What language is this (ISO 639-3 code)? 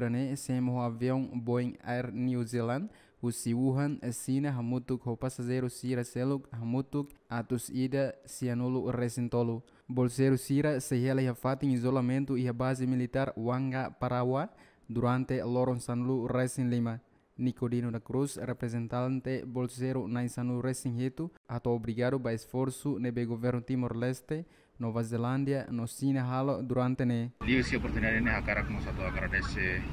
tet